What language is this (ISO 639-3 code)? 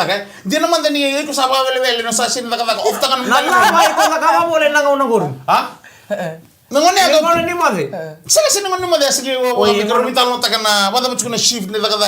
fij